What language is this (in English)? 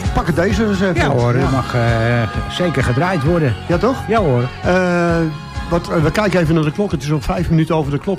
Dutch